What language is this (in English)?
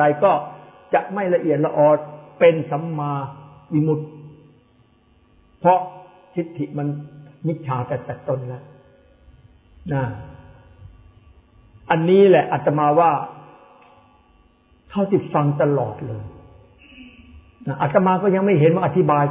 Thai